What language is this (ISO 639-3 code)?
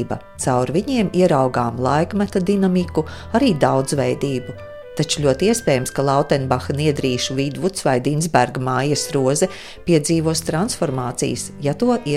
lav